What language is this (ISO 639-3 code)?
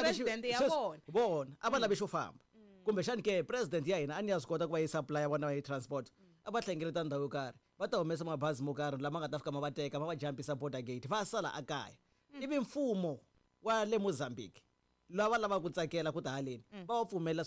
tso